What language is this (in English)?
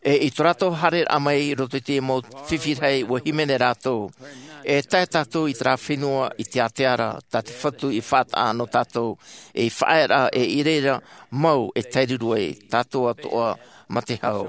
Tahitian